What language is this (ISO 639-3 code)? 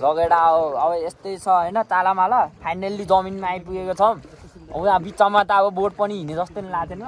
nep